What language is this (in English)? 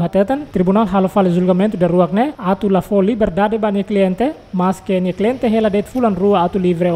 Tetum